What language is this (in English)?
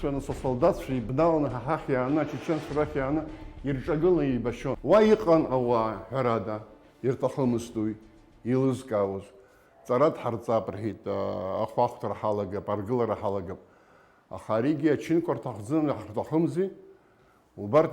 Abkhazian